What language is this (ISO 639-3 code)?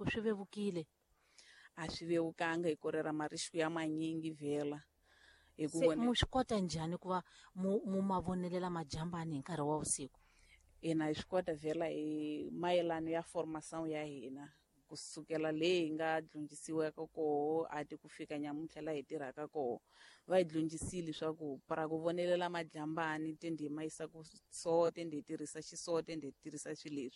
tso